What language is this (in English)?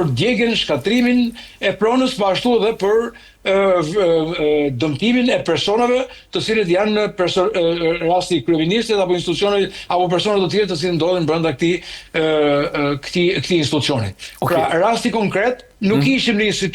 Albanian